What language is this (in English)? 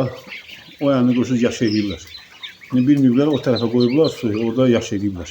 Azerbaijani